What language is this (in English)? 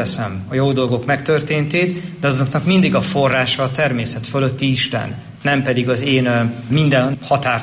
Hungarian